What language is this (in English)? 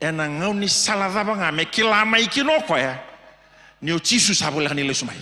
Fijian